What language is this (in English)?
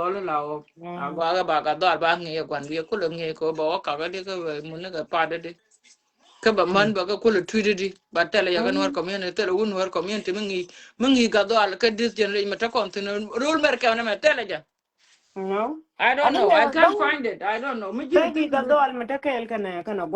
Nuer